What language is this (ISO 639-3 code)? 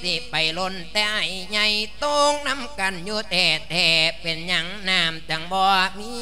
lao